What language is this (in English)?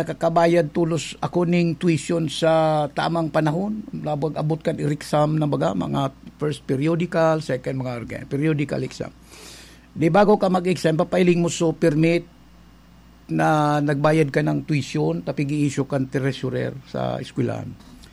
Bikol